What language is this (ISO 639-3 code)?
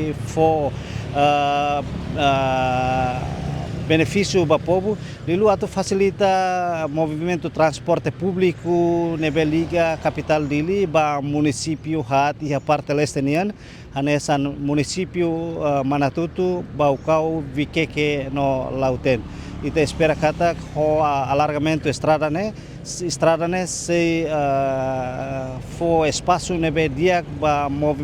tet